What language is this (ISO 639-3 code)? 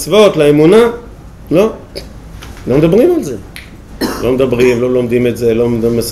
heb